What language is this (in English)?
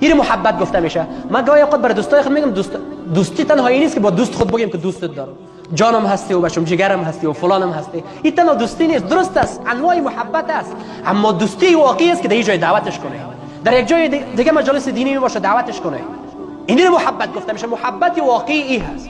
Persian